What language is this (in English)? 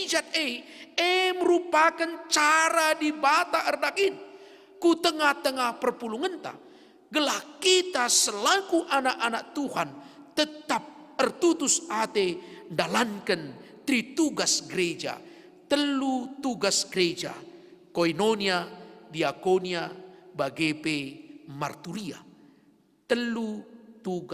Batak Karo